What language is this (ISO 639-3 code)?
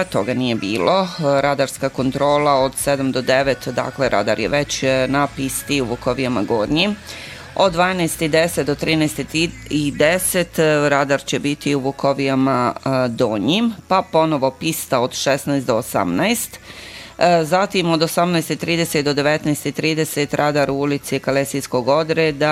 bos